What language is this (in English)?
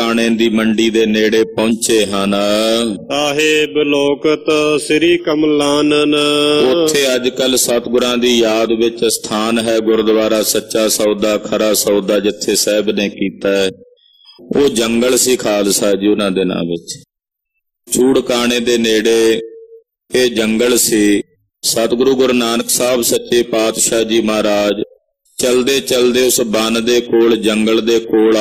Punjabi